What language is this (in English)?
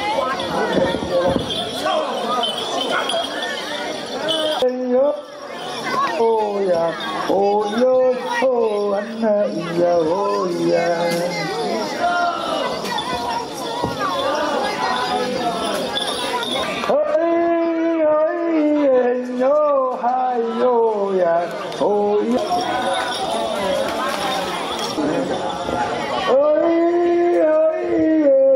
Chinese